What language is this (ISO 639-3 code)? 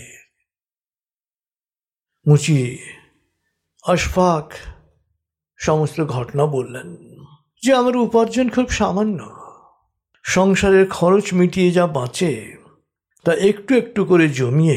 ben